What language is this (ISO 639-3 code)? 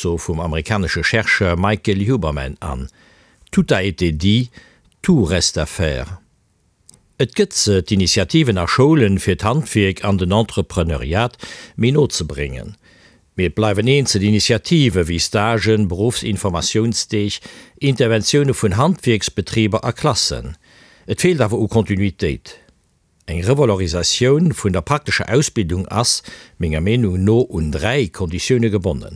ltz